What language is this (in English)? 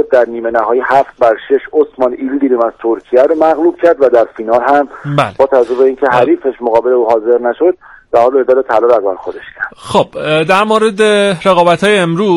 Persian